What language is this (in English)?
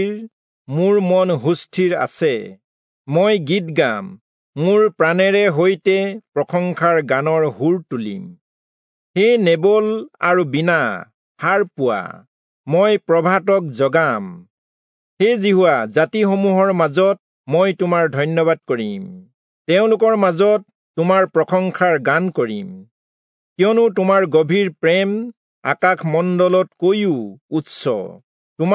Assamese